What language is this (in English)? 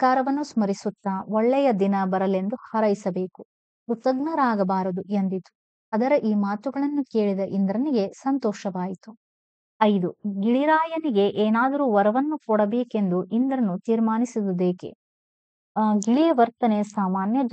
Kannada